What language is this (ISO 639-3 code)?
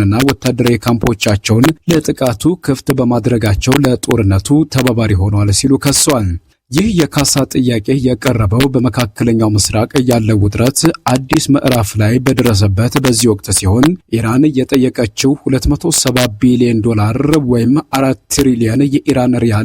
amh